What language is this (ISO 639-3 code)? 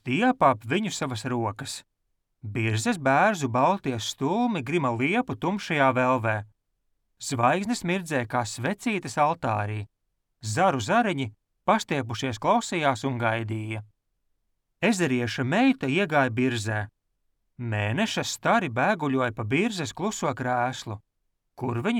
lav